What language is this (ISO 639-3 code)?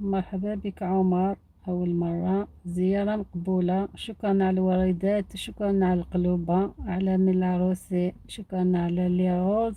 arq